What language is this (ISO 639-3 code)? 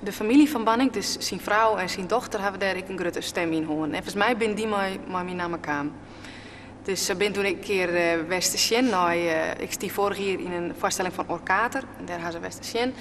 fry